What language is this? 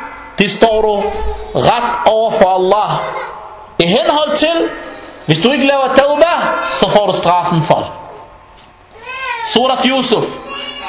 Danish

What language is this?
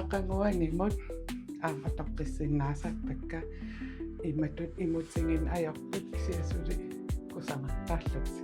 Kalaallisut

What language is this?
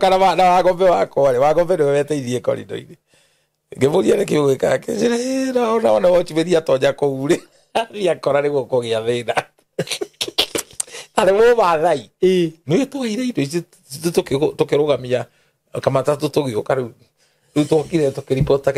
Kikuyu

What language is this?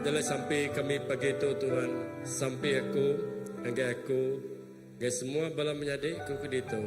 Iban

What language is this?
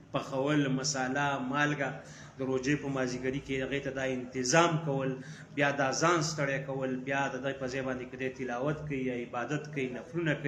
Pashto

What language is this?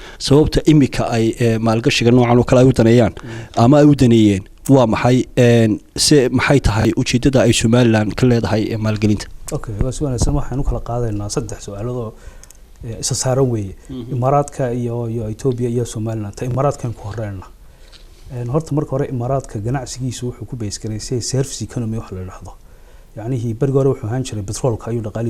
Somali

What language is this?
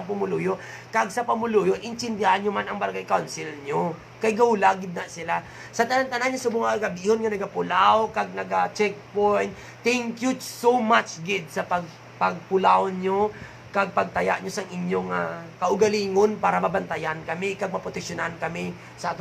Hiligaynon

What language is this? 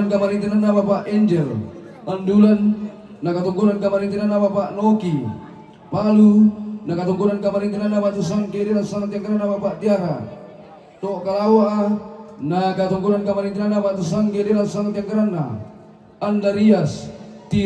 Toraja-Sa'dan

